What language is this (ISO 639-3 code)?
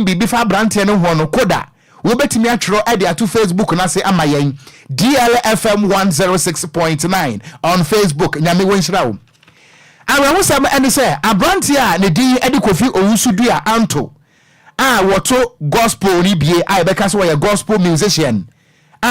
aka